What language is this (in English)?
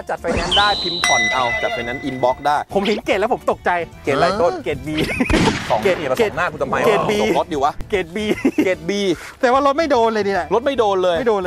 Thai